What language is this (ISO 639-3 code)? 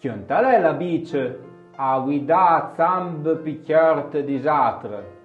frp